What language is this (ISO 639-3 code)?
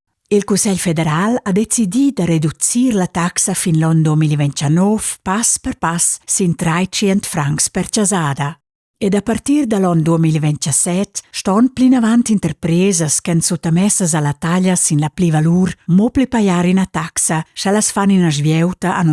roh